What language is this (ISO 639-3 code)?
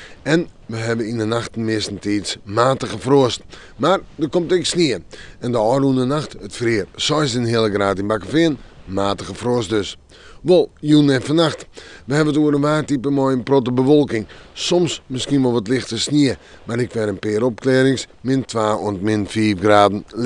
fry